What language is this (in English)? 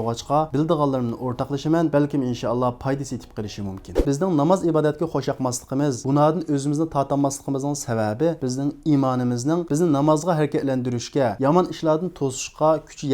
Uyghur